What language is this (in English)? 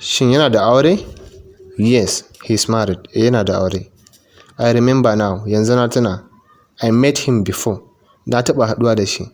Hausa